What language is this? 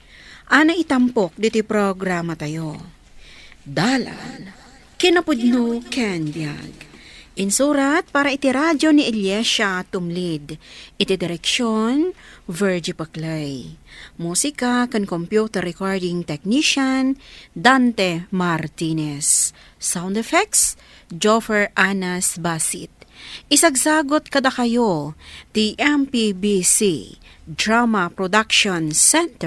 Iloko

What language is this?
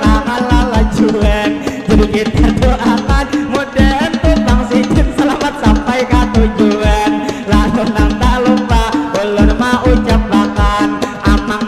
Banjar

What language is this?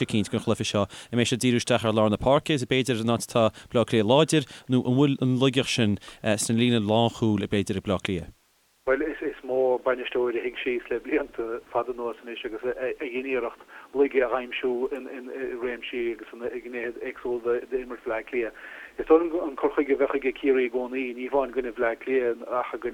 Irish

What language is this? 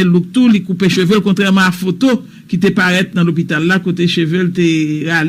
Haitian Creole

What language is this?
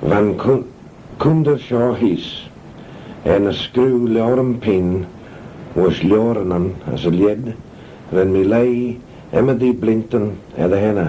Manx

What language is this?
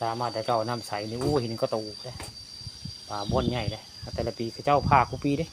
Northeastern Thai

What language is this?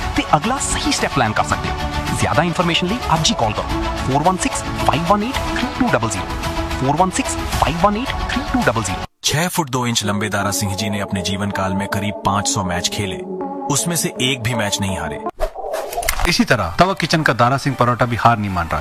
Punjabi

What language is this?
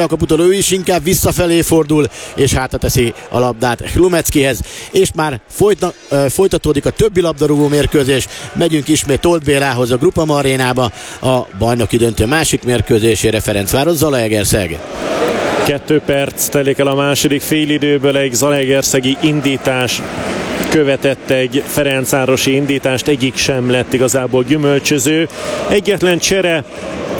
Hungarian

